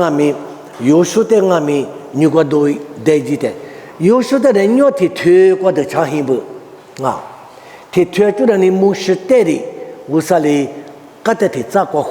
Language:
Lisu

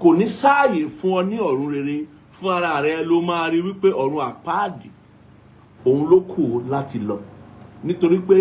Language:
Yoruba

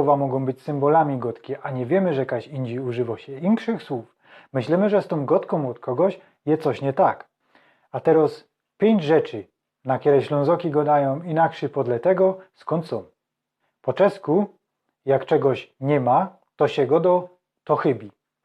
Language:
Silesian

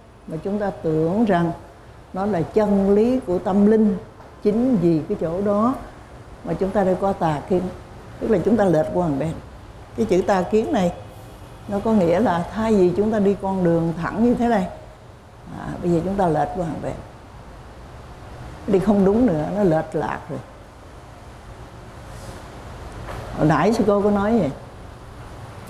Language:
Vietnamese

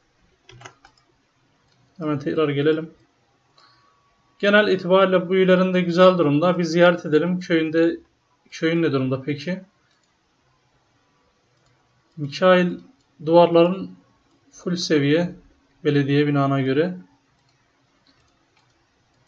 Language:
Turkish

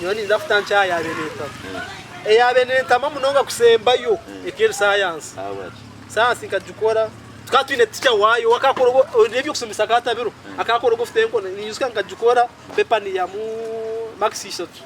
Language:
Nyankole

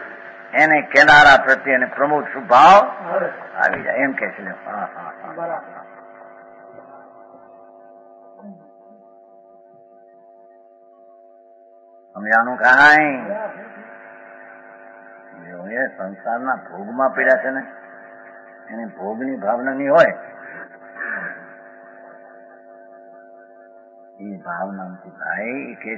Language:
Gujarati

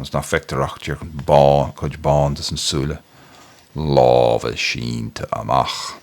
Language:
Irish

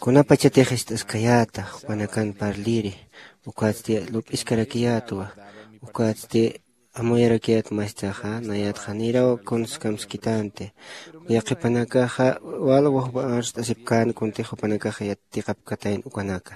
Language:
Aymara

